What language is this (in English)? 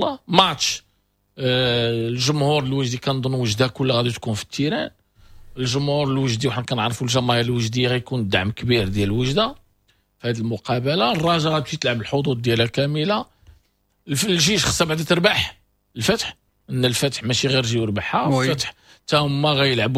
Moroccan Arabic